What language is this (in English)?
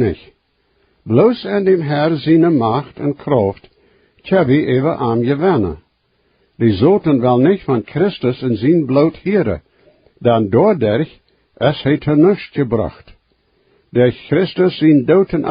Plautdietsch